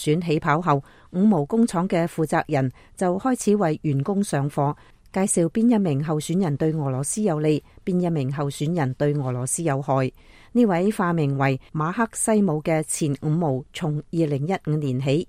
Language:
Cantonese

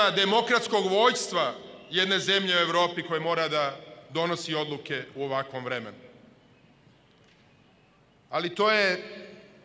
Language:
Serbian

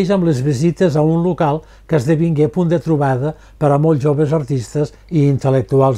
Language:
Catalan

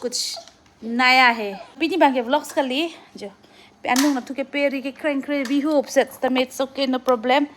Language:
Karbi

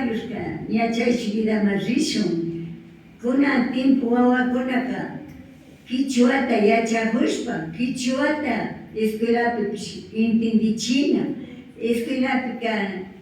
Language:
Imbabura Highland Quichua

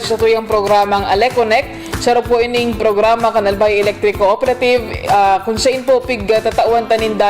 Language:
Bikol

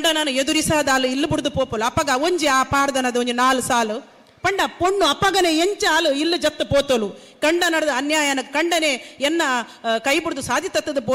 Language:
Tulu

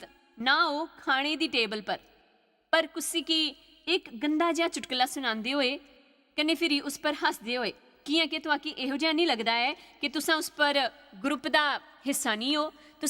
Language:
Dogri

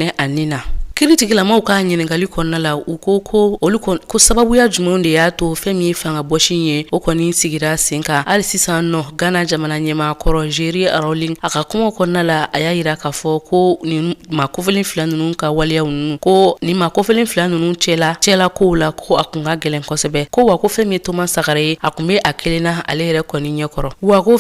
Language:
Bambara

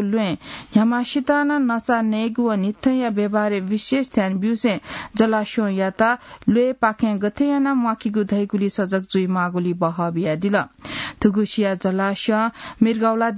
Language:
Newari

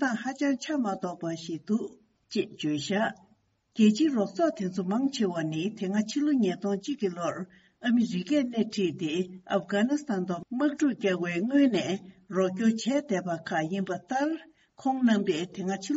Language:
Tibetan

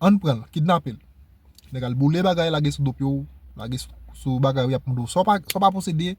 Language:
Haitian Creole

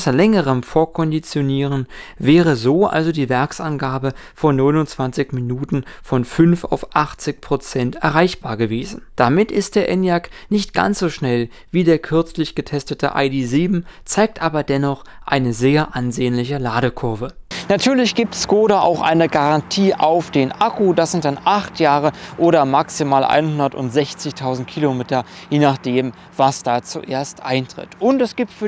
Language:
German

